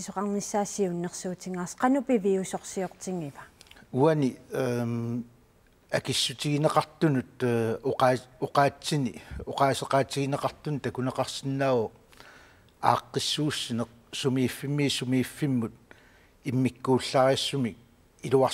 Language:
Kalaallisut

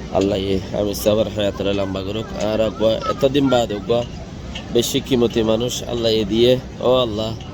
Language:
Rohingya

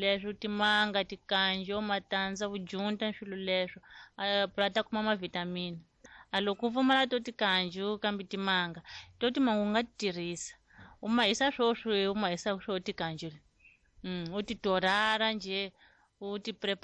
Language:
Tsonga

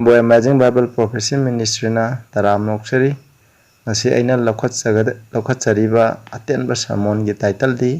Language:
Manipuri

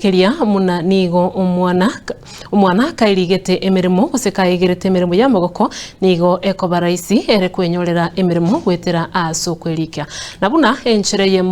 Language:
Gusii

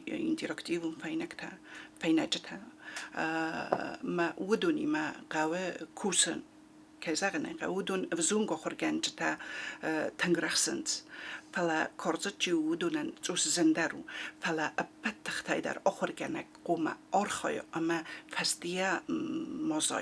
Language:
Ossetic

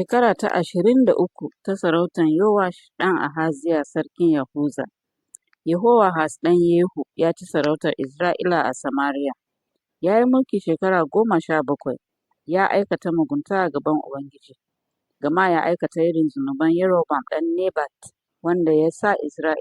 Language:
Hausa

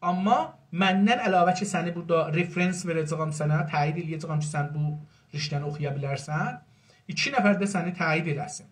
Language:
South Azerbaijani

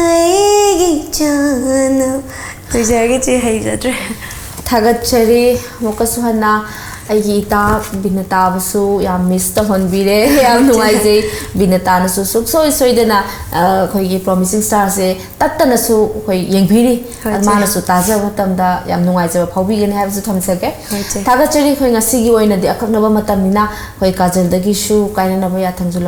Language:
Manipuri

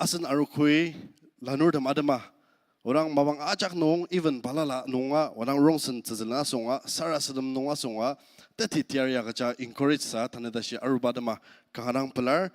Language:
Ao Naga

